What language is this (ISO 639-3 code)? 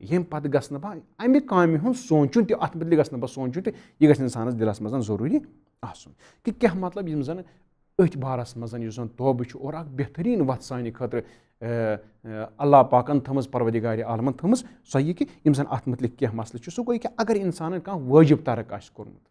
kas